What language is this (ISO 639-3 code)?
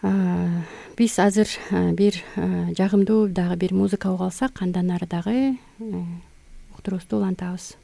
kir